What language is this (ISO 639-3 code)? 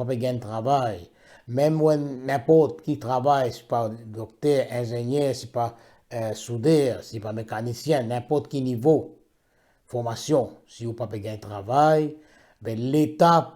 mfe